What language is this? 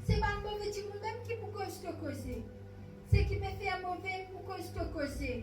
Morisyen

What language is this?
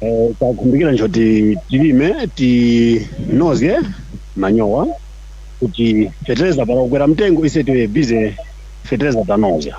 Nyanja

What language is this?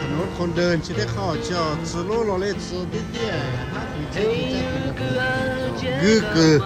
Lahu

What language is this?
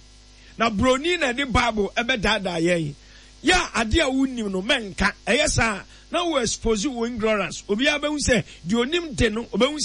Akan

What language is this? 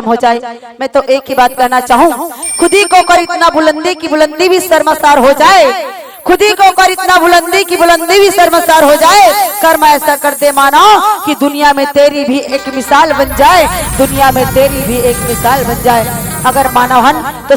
Chhattisgarhi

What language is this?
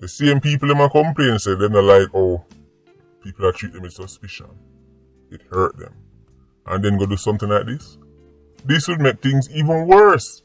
Jamaican Creole English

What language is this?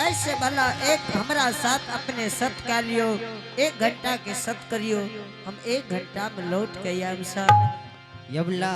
Angika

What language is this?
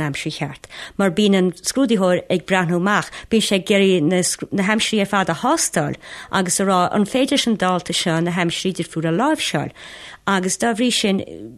Irish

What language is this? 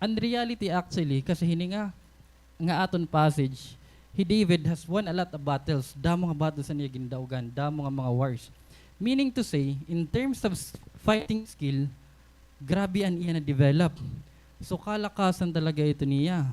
Waray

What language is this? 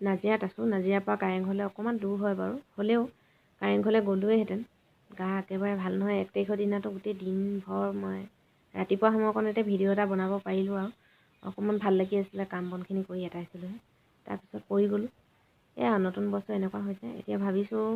Assamese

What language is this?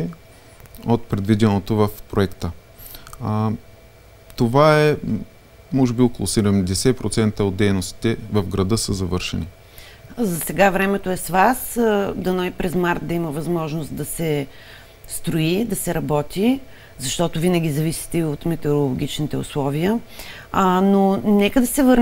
Bulgarian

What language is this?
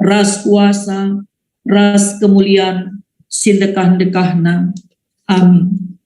Batak Karo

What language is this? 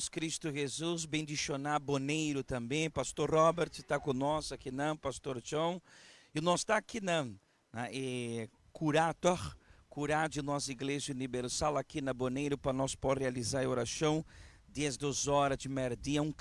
Papiamento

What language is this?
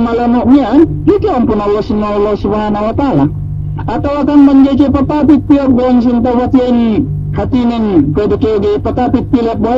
Yakan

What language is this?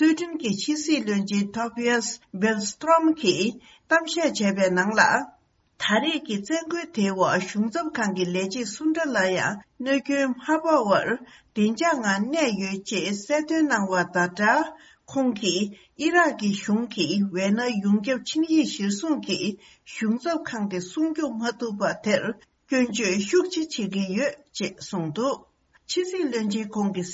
Tibetan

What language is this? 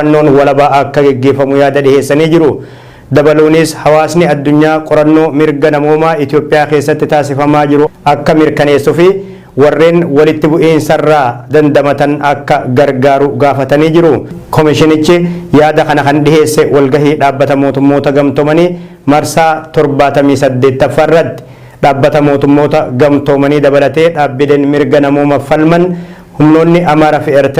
Oromo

